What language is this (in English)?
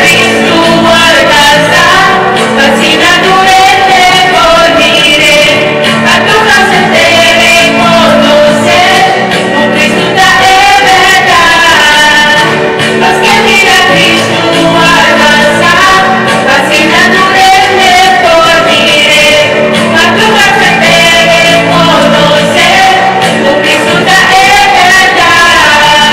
Papiamento